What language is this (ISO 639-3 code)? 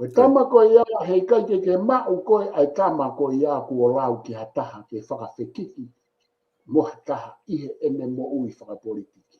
ton